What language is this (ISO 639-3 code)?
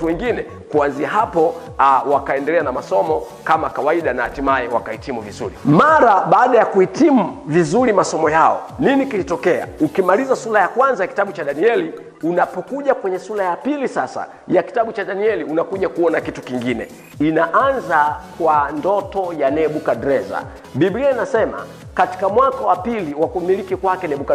swa